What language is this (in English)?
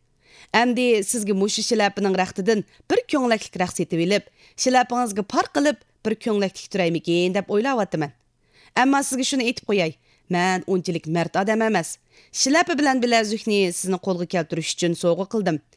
Uyghur